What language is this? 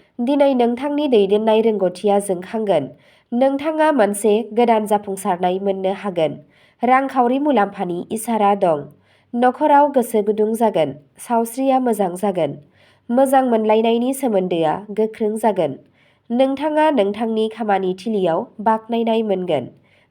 Bodo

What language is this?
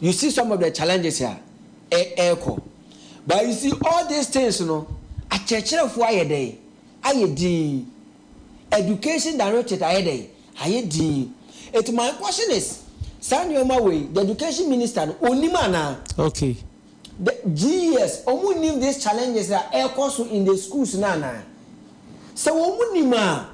Akan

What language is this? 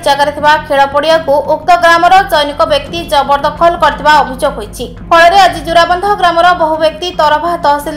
Odia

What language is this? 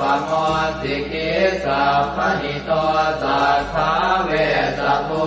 Pali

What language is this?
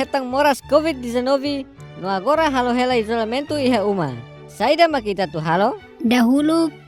Tetum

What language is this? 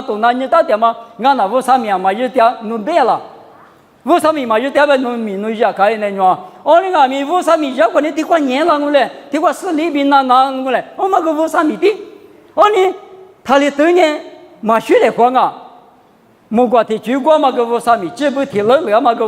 Lisu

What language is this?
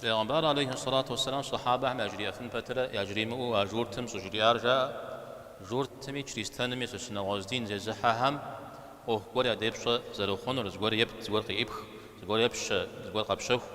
Kabardian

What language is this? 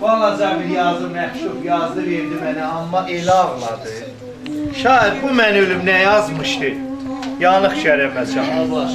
South Azerbaijani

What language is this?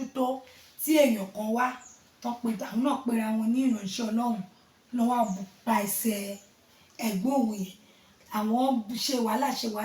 Yoruba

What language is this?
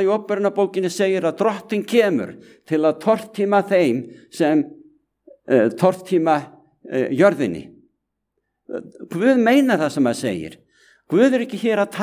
Icelandic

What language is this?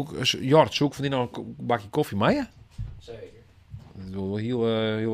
Western Frisian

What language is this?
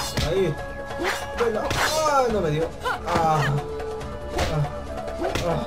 Spanish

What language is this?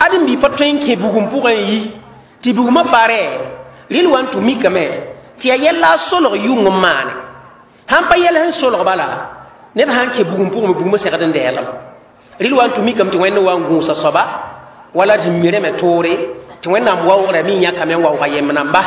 Mossi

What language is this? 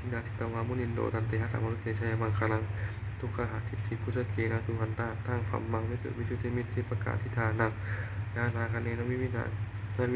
Pali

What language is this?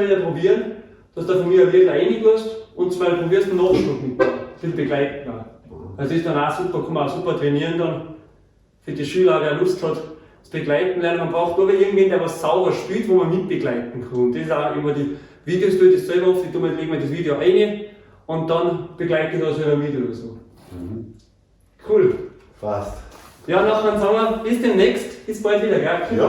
Bavarian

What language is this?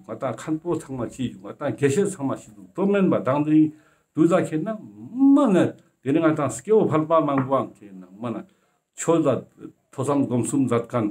Ladakhi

